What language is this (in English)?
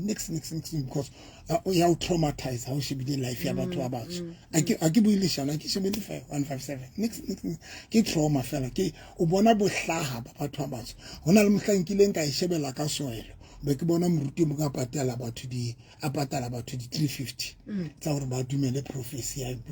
Southern Sotho